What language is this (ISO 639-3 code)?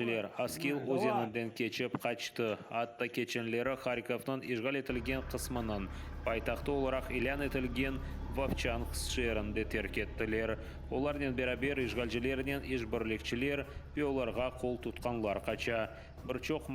crh